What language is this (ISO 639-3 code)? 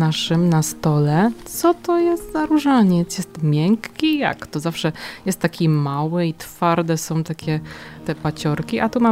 pol